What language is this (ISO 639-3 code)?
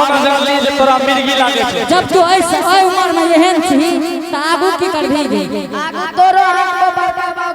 anp